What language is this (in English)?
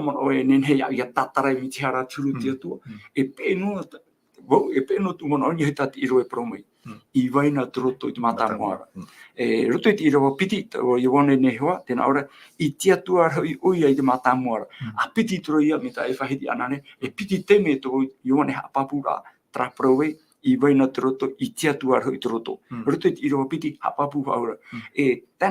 Tahitian